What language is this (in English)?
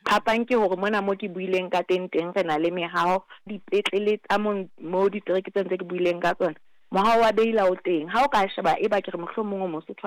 Southern Sotho